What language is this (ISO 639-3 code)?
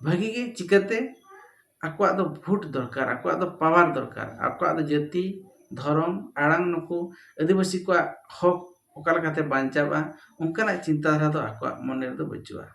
sat